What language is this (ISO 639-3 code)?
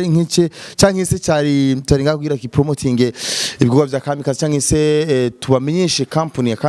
run